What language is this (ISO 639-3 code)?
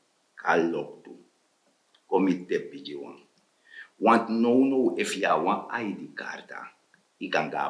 srn